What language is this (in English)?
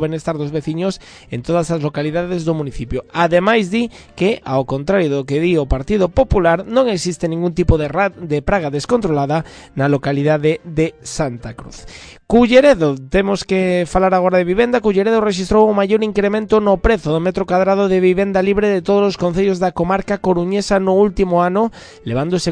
Galician